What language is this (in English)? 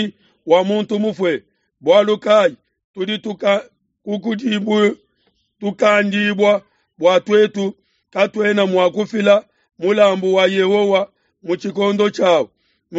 Luba-Lulua